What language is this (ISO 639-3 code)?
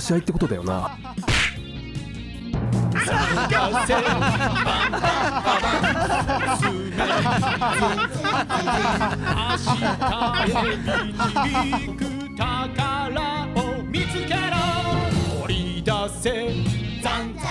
jpn